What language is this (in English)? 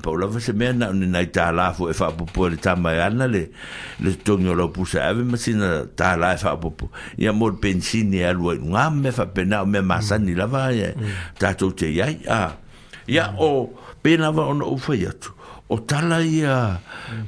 Samoan